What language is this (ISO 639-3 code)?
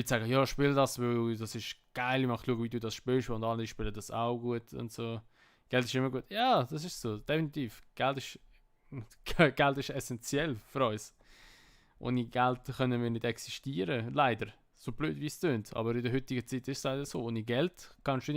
gsw